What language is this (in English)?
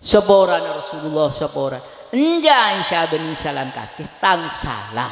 Madurese